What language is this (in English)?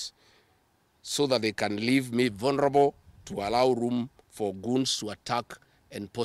Kamba